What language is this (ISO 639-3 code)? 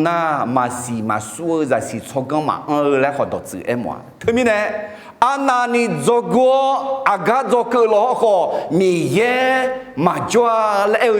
ahk